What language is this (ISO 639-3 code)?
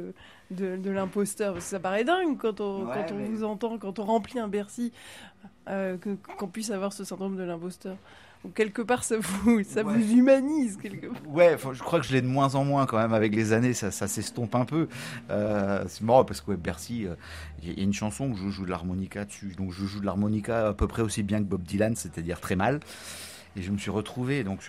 fra